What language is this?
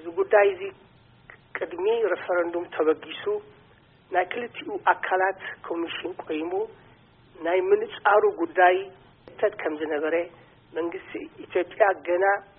Tigrinya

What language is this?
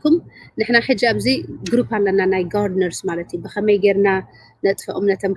Tigrinya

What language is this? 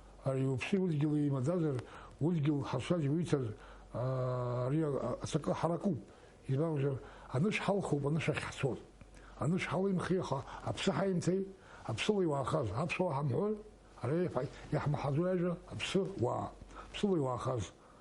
Abkhazian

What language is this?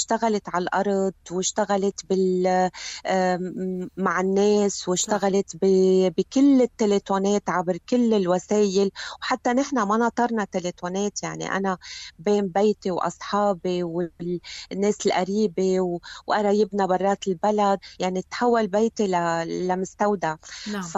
North Levantine Arabic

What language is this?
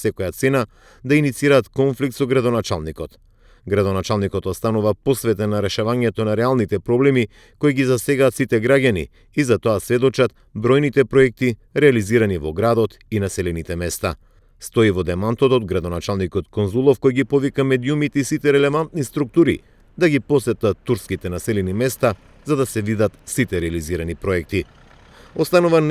Macedonian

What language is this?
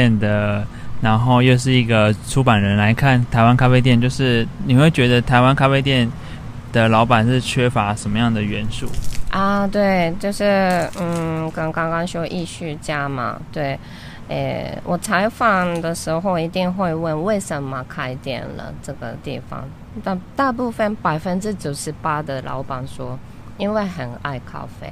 Chinese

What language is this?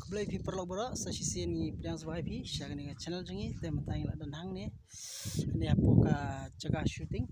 Khasi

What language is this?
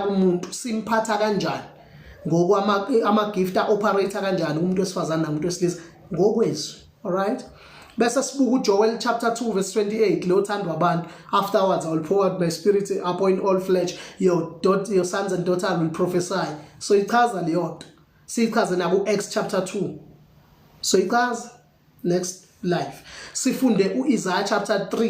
Zulu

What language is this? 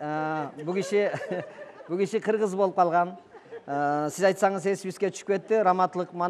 Kyrgyz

